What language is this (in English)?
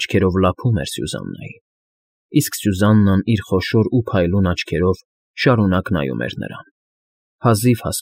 Armenian